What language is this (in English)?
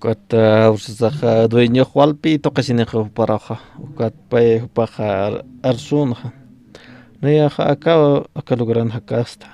Aymara